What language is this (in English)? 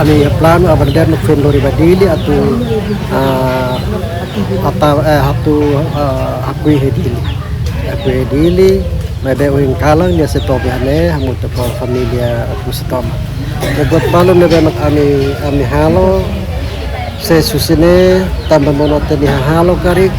Tetum